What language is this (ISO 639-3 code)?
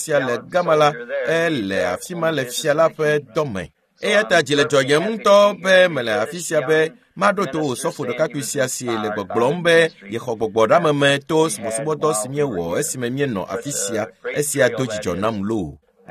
ewe